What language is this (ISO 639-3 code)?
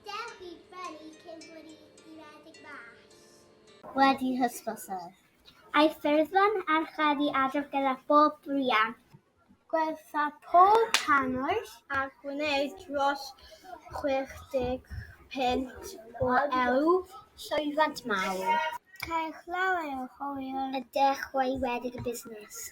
cym